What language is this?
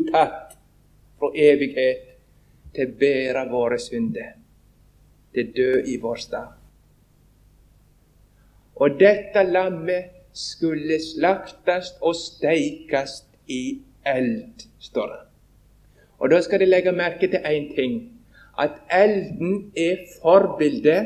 Norwegian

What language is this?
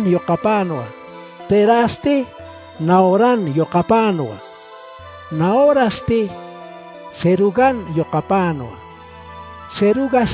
Aymara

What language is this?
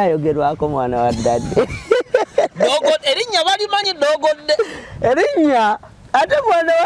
Ganda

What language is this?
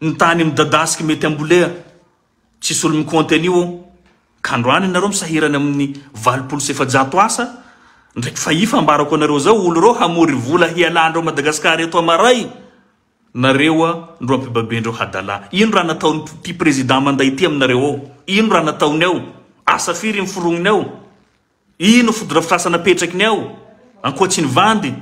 Malagasy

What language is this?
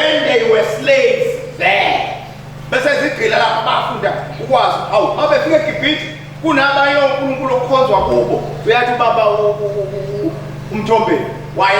Zulu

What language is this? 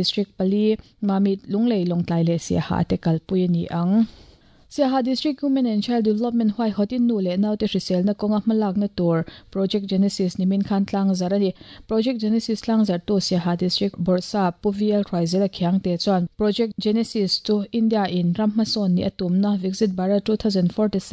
Mizo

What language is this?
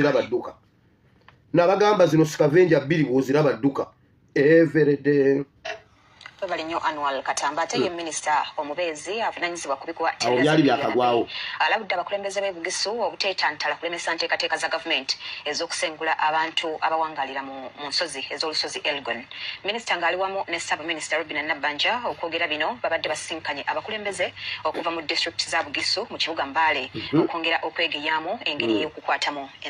Ganda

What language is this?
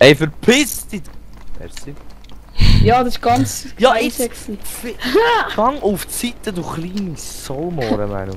Swiss German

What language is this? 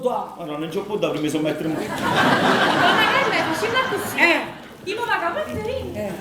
Neapolitan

